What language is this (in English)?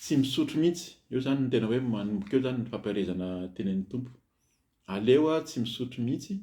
Malagasy